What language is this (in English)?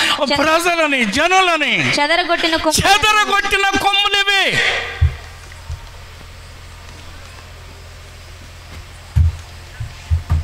Telugu